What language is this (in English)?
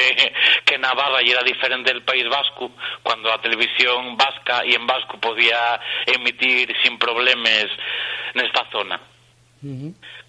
Asturian